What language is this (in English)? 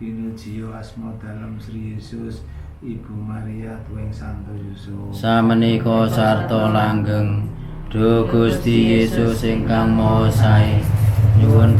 Javanese